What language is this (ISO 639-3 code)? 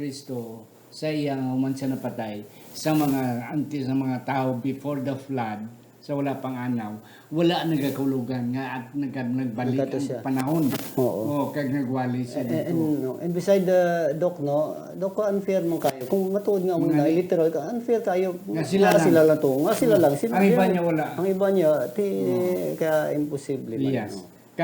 hil